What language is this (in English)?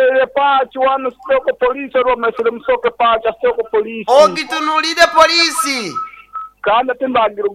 Nyoro